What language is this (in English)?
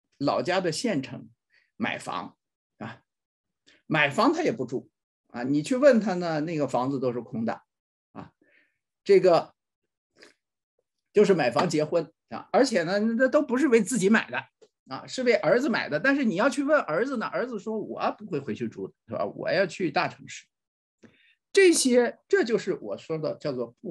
Chinese